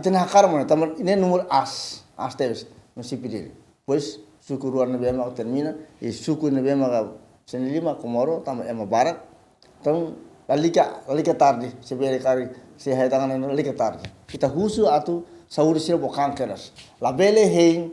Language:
Tetum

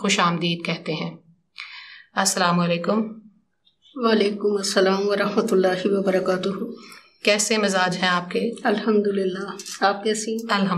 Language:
Urdu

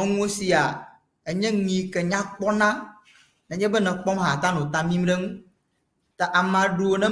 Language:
Ewe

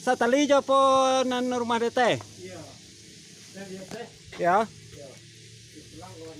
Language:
Minangkabau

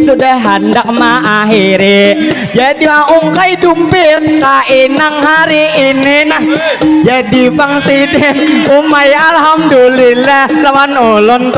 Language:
Banjar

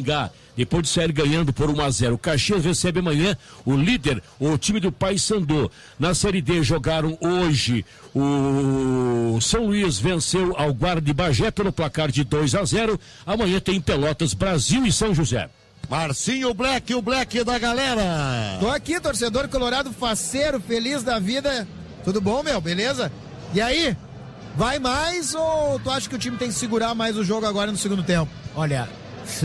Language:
Portuguese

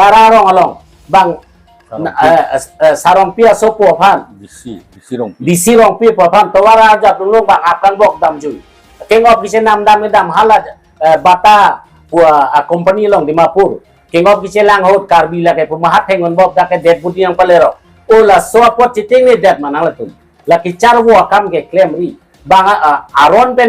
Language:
Karbi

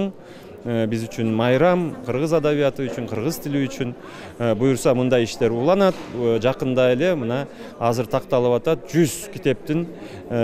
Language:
Kyrgyz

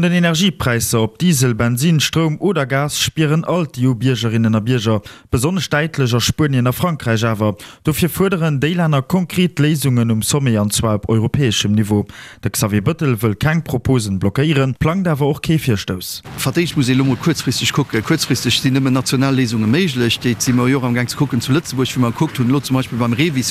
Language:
Luxembourgish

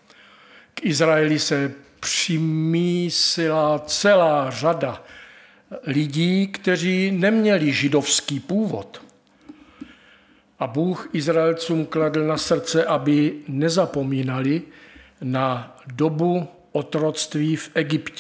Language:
Czech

